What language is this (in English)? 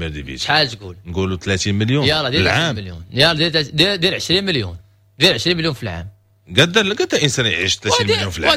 Moroccan Arabic